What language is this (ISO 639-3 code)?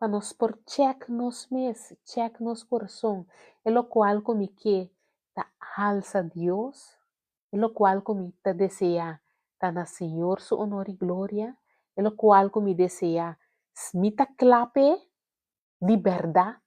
pap